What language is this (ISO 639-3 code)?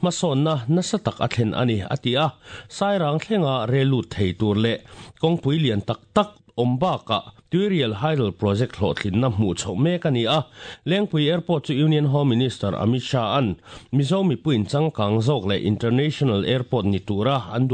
lus